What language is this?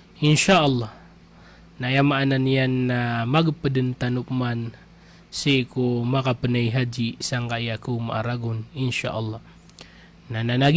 Maranao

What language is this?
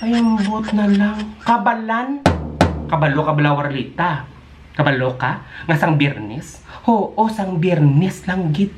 Hiligaynon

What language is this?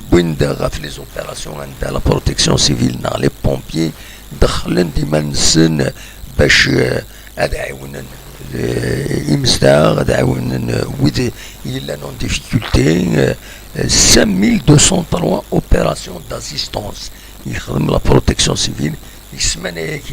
Kabyle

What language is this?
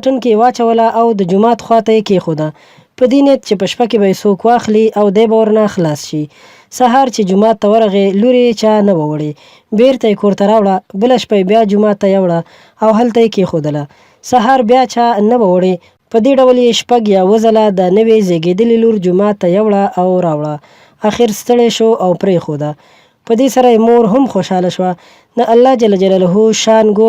Pashto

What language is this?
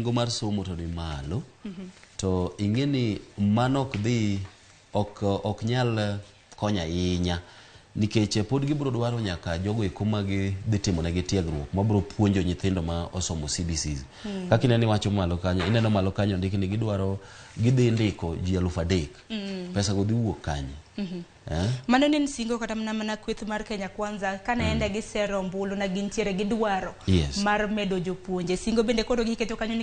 Luo (Kenya and Tanzania)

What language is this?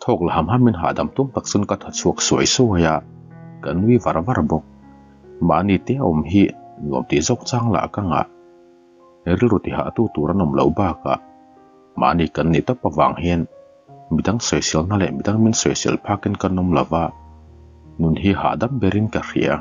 Mizo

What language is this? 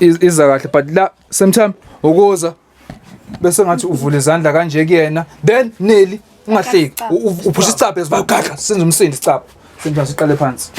Zulu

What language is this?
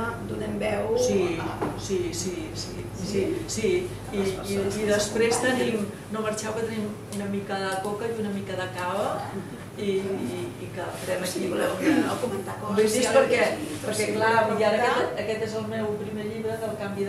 Catalan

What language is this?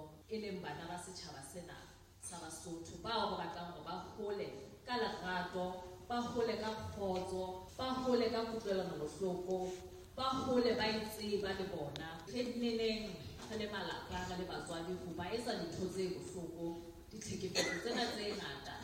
Southern Sotho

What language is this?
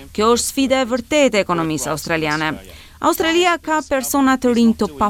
Albanian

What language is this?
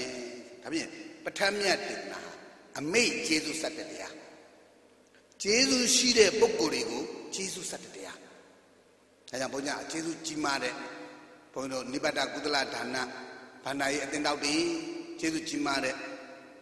Burmese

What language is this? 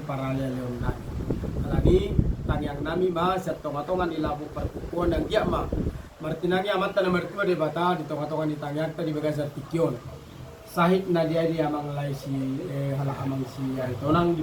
Batak Toba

